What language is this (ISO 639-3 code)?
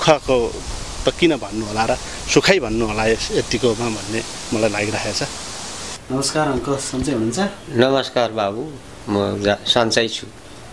nep